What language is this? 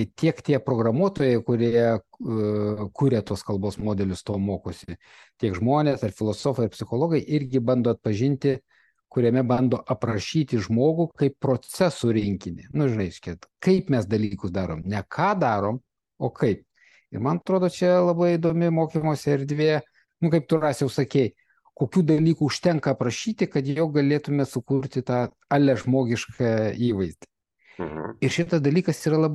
Lithuanian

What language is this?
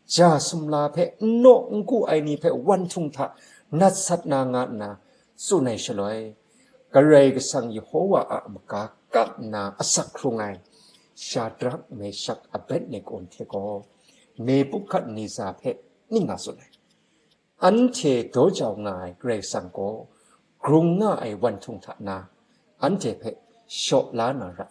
Kachin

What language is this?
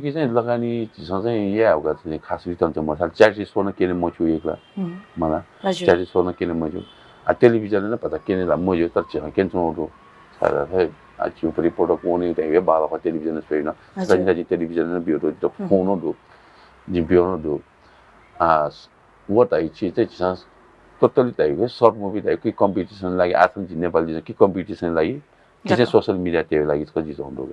Newari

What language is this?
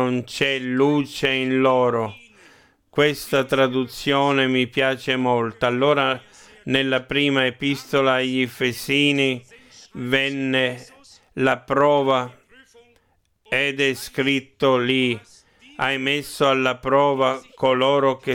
Italian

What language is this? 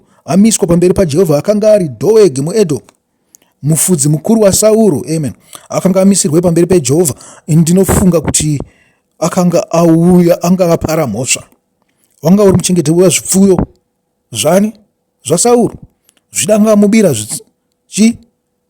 Shona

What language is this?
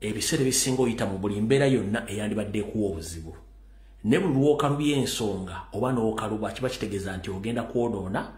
Ganda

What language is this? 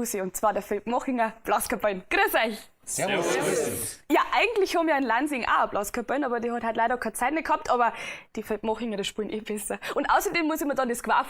Bavarian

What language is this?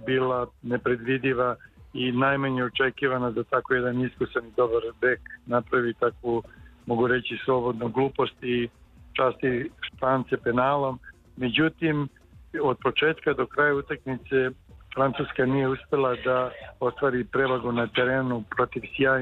Serbian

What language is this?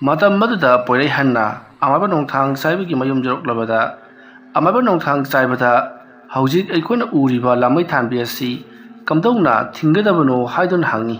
Manipuri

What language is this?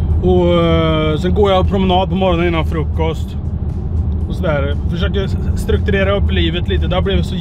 Swedish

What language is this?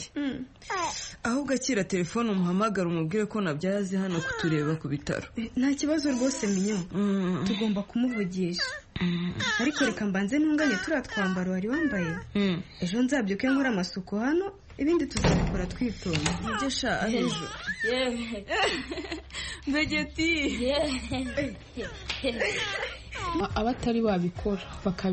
Kinyarwanda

